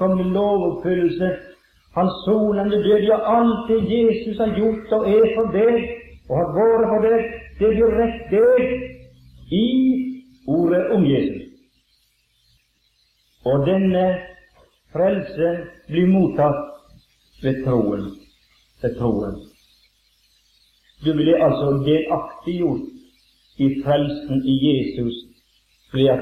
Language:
Norwegian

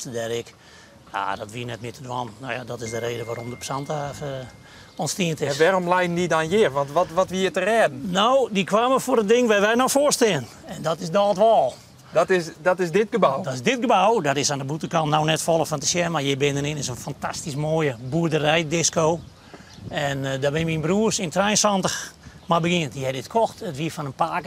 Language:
Western Frisian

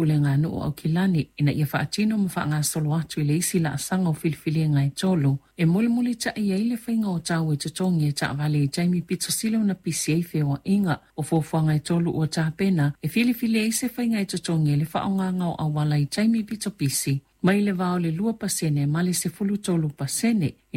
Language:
Samoan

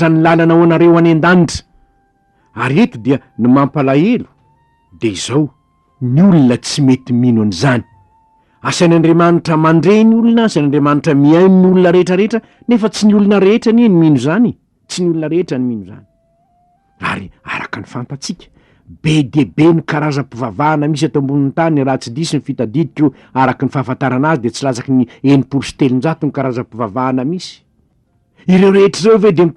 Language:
Malagasy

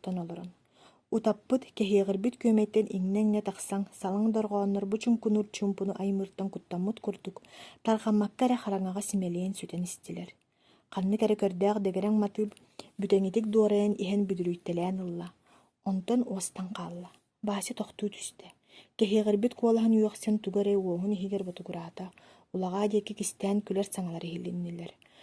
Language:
Yakut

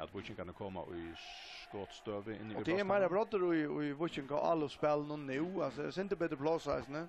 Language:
Faroese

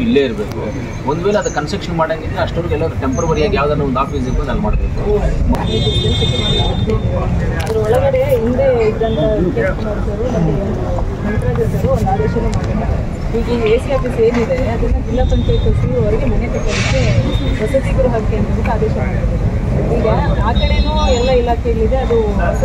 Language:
Kannada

